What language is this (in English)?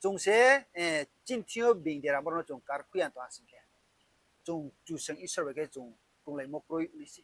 Riang (India)